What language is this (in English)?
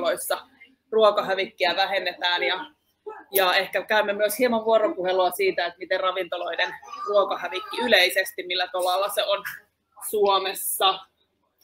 Finnish